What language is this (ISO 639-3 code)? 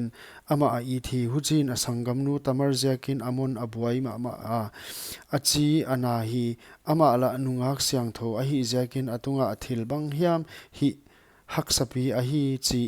pck